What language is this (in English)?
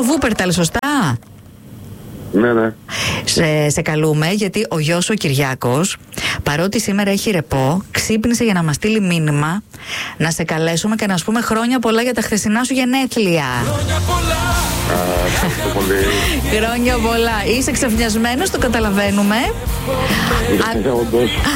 Greek